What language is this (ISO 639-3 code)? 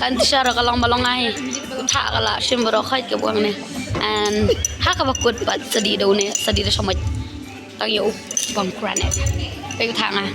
kha